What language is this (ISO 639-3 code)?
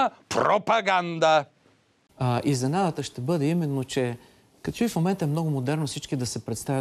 bul